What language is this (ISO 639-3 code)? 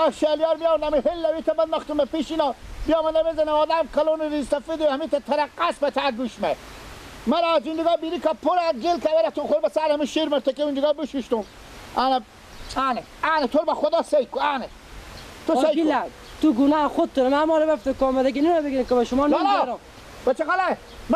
fas